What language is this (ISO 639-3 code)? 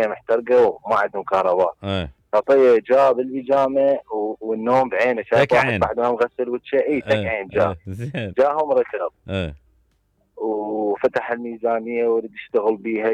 acm